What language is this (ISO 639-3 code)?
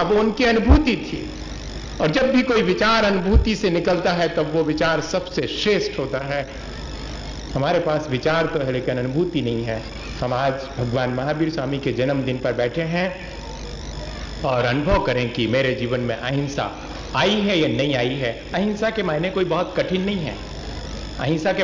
hin